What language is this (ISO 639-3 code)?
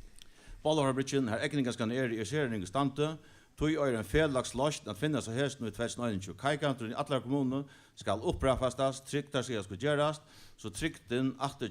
fao